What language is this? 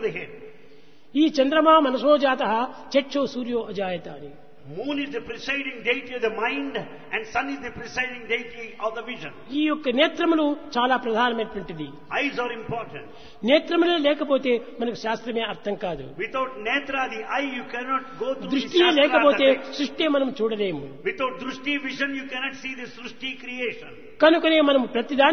Telugu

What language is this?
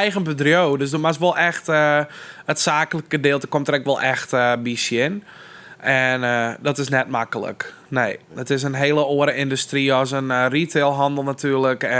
Western Frisian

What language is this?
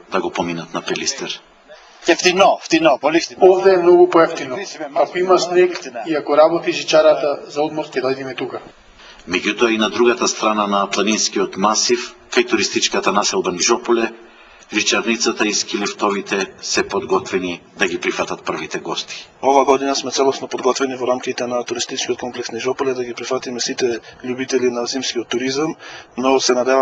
Macedonian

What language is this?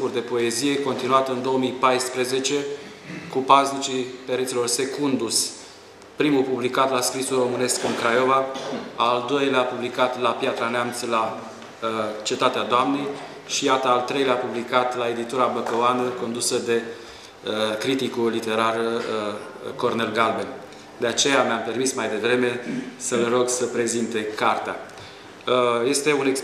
Romanian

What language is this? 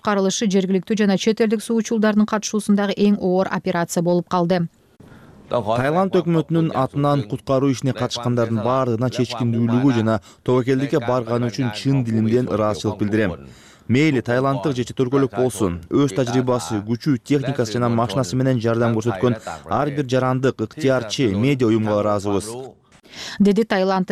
Kyrgyz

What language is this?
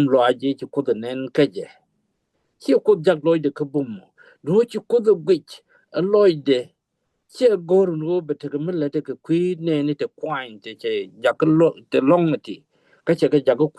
Nuer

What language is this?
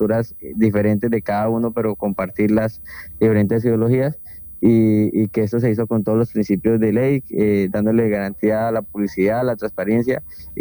Spanish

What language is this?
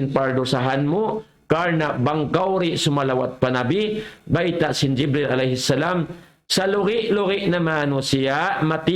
Tausug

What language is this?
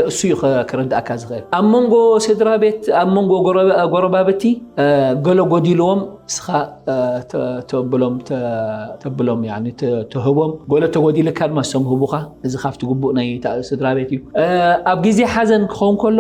Tigrinya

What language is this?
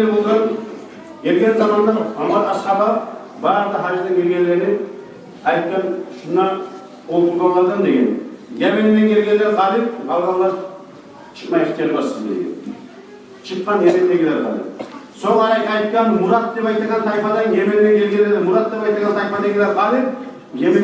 Kumyk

